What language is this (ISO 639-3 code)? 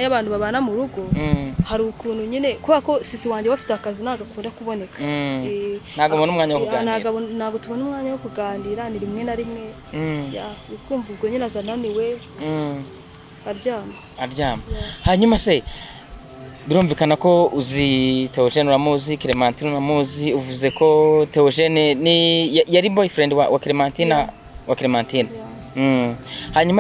kin